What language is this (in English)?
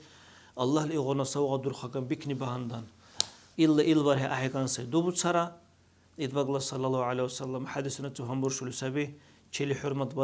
Dargwa